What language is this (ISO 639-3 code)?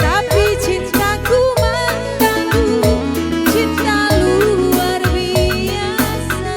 btx